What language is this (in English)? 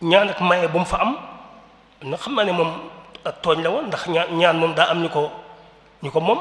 Wolof